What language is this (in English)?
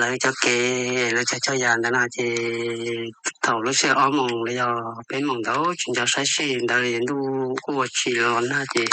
Hmong